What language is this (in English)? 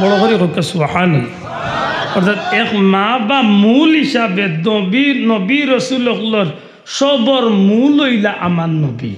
Sylheti